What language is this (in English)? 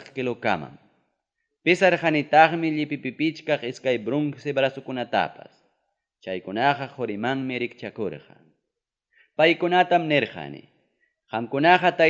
Ayacucho Quechua